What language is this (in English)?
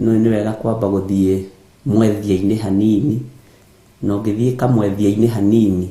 Kikuyu